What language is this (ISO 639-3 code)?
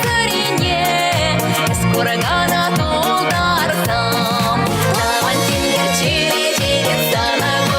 chv